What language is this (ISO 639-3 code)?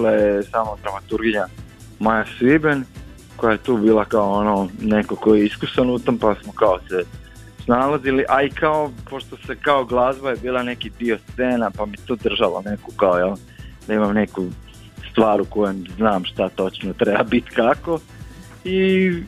hrv